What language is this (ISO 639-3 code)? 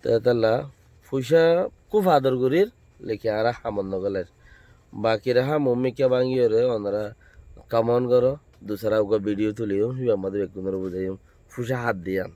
rhg